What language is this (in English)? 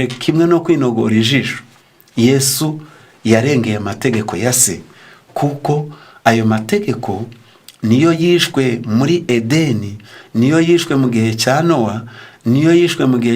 Kinyarwanda